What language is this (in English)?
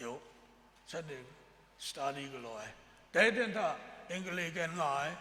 Kachin